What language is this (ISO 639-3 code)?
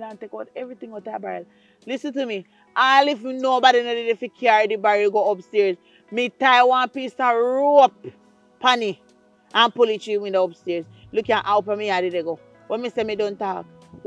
jam